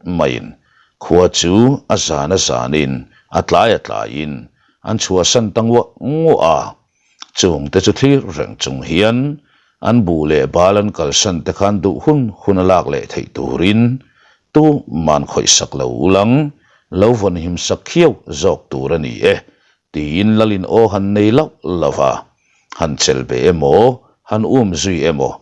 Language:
Mizo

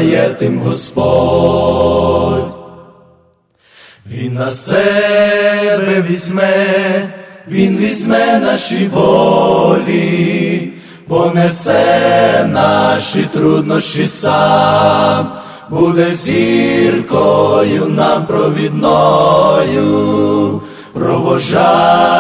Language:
Ukrainian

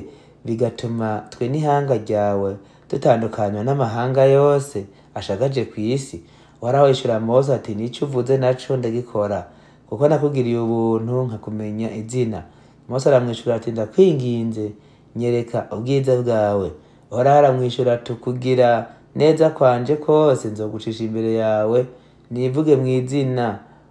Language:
Rundi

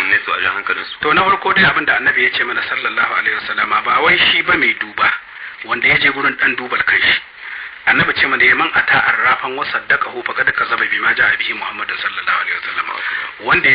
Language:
Hausa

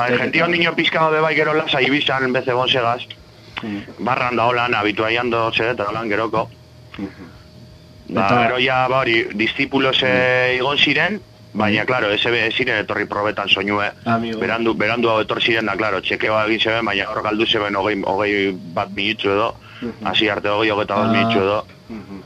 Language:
Basque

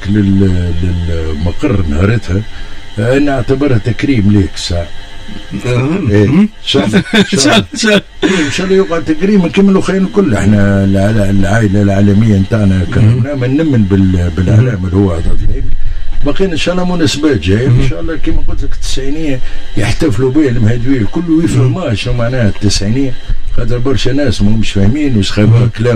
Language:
Tunisian Arabic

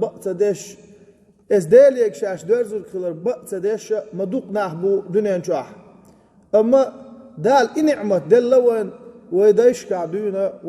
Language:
Chechen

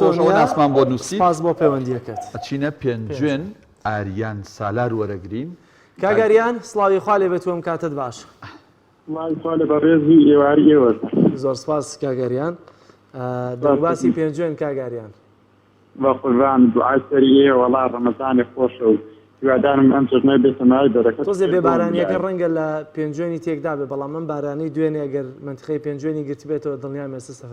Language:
Central Kurdish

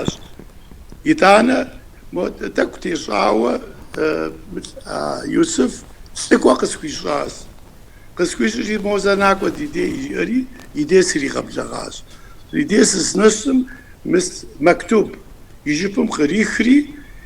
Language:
Kabardian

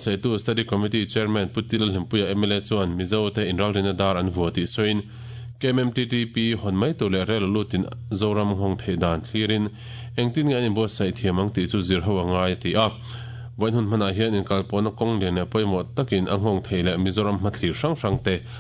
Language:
Mizo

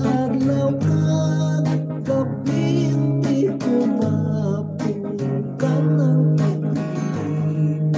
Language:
Hiligaynon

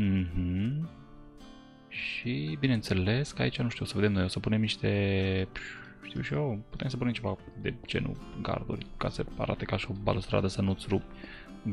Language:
Romanian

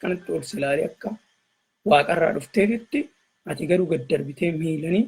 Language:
Oromo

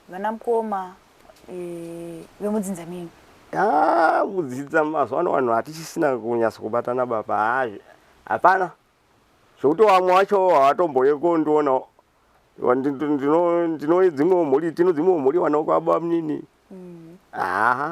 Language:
Shona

